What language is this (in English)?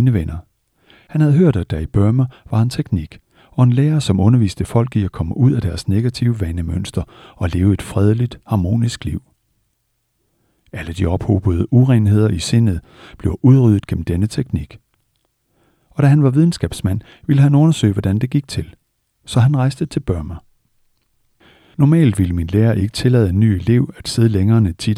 Danish